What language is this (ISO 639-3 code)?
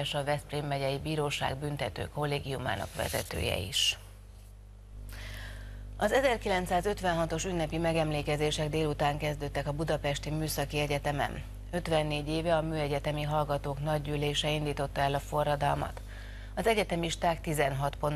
hun